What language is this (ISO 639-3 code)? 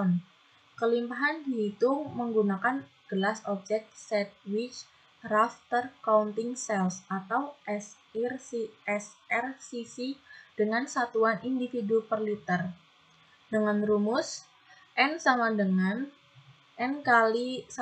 ind